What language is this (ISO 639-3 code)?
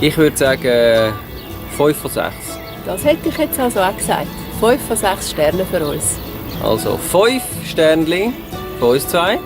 gsw